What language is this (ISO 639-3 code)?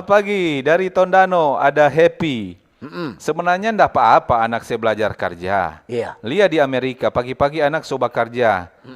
xmm